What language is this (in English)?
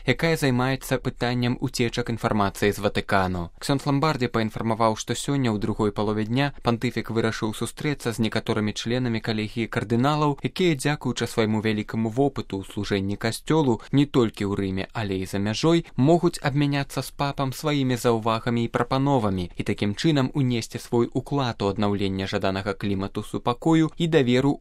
Belarusian